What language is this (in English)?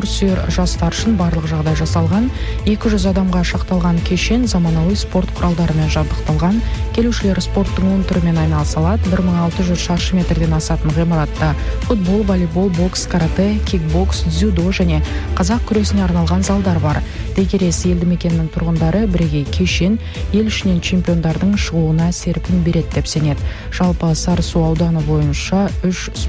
Kazakh